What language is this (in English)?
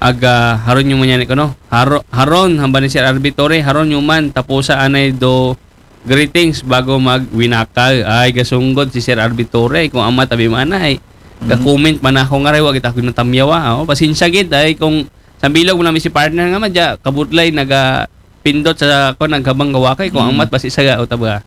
Aklanon